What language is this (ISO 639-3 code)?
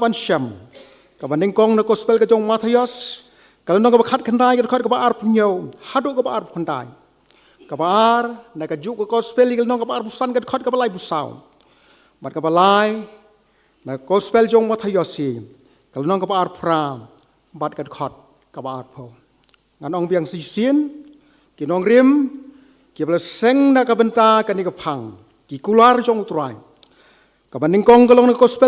kha